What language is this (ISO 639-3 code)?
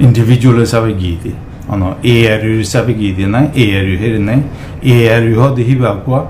rhg